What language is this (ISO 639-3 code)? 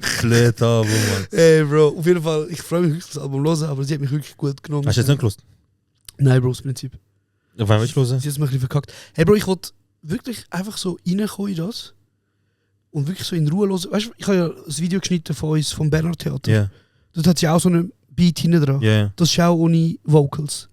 gsw